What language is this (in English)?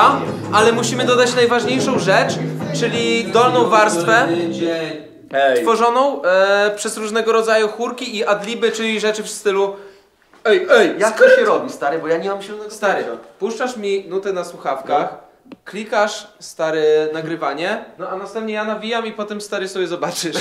Polish